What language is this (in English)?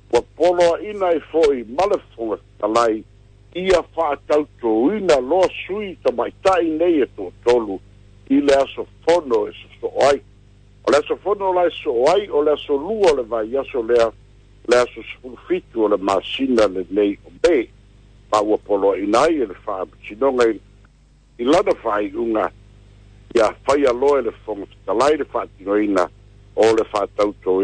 Samoan